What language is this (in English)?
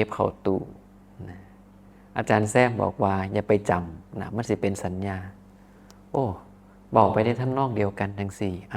Northeastern Thai